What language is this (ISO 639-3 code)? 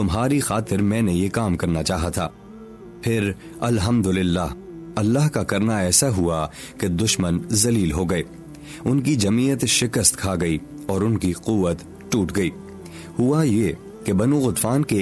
urd